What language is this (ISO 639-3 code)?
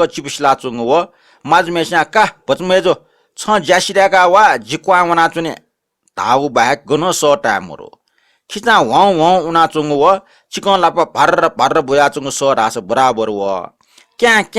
new